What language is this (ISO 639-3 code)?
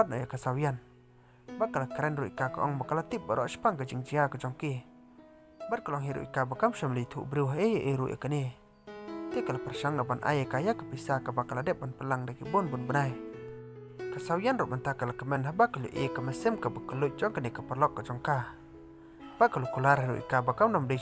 kha